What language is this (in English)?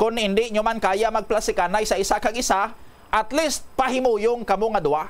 Hiligaynon